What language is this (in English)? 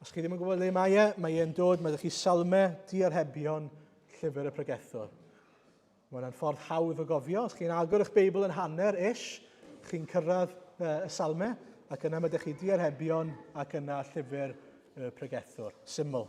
Welsh